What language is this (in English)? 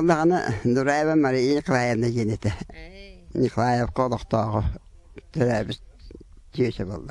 Yakut